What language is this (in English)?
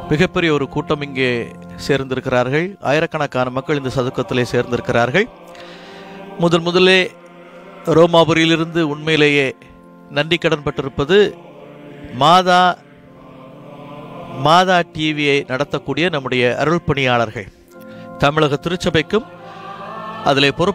Tamil